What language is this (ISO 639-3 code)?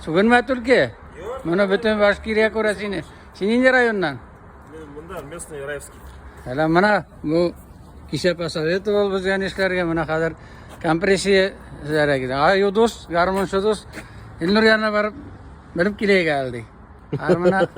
tat